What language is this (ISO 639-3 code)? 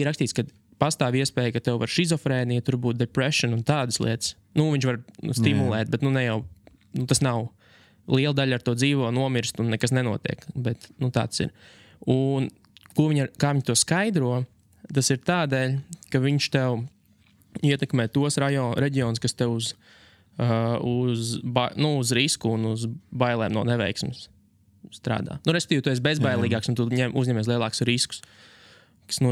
lav